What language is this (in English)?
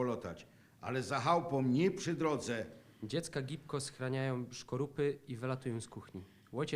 Silesian